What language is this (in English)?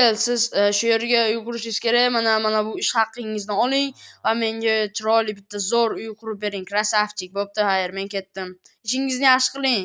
Uzbek